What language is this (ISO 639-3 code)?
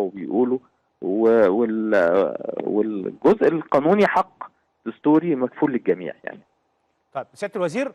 arz